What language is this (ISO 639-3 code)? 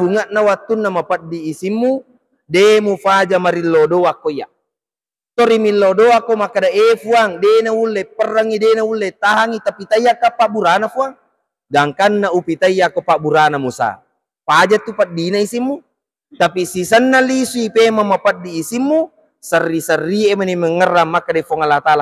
bug